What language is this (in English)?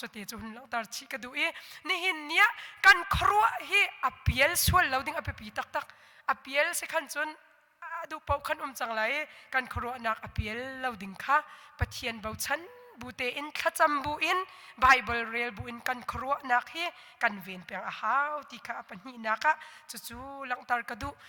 Hakha Chin